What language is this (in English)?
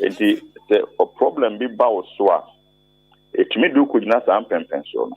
Akan